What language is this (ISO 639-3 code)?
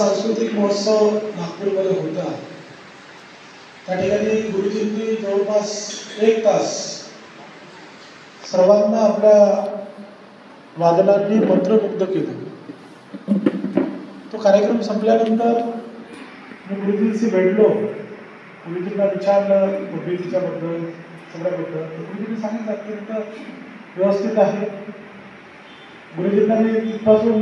mar